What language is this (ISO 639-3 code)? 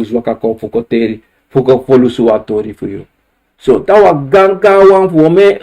srn